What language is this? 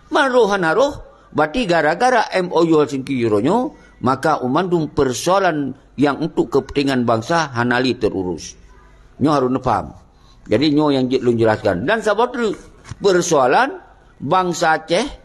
Achinese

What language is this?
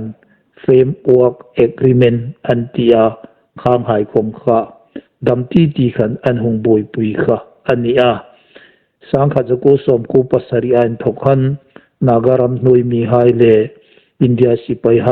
Hmar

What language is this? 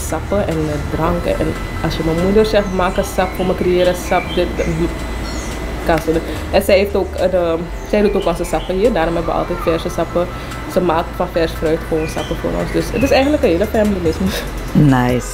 Dutch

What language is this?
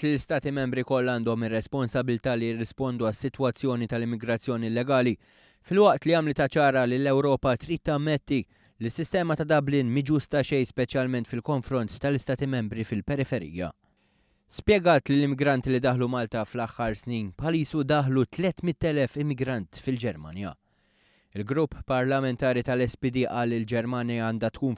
Maltese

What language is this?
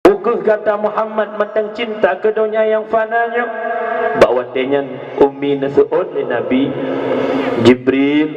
Achinese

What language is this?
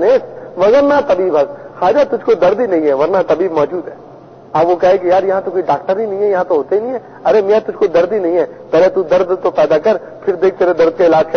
Urdu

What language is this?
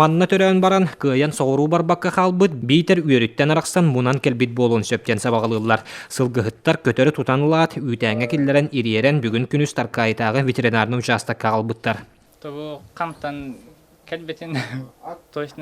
Yakut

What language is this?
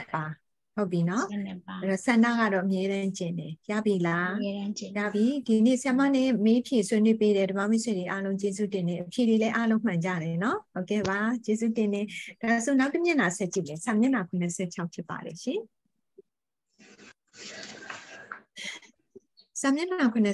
Burmese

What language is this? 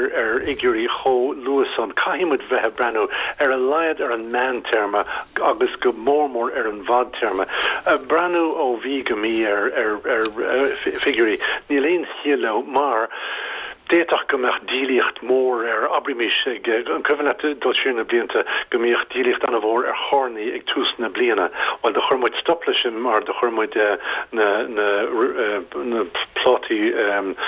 Irish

